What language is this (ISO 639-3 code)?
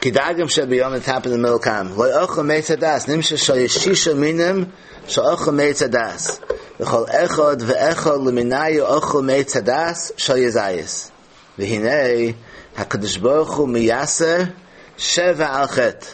yid